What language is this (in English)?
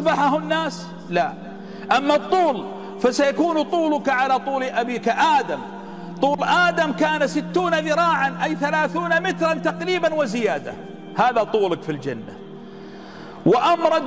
Arabic